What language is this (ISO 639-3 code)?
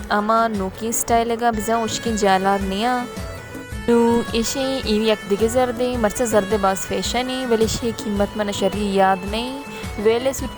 bal